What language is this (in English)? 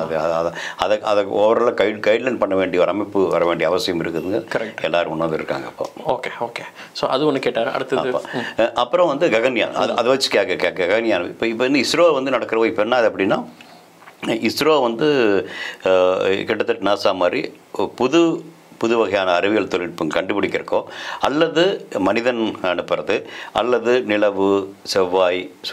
Tamil